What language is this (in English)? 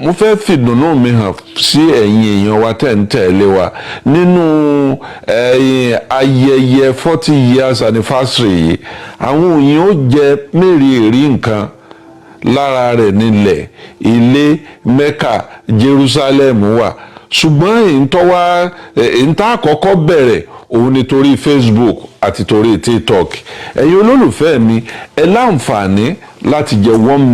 Yoruba